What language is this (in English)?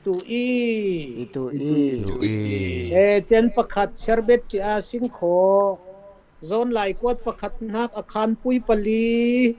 Falam Chin